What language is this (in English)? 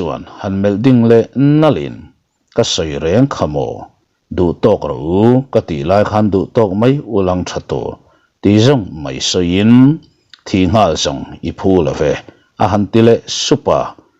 Mizo